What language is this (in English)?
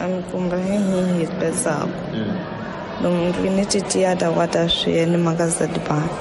Tsonga